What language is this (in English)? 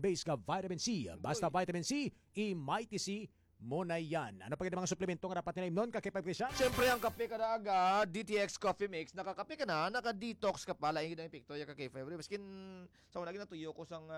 Hiligaynon